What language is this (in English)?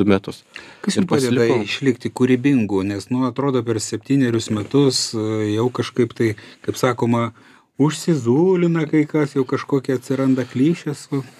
Lithuanian